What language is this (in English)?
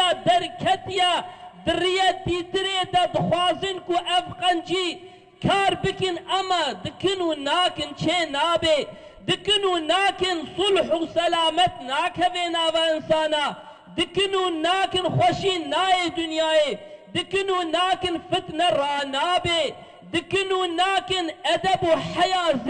Kurdish